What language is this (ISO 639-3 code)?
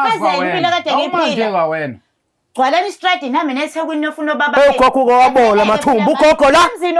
zul